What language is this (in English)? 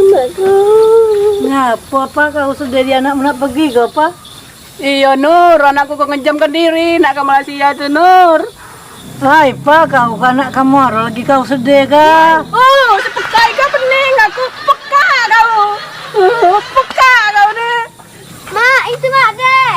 Musi